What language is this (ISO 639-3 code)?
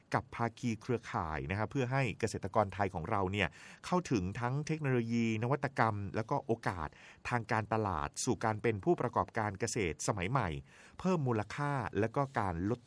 tha